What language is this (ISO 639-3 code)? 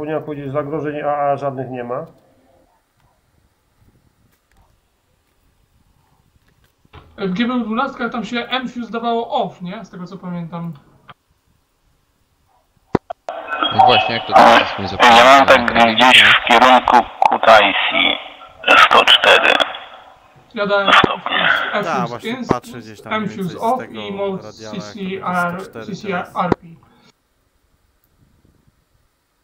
pol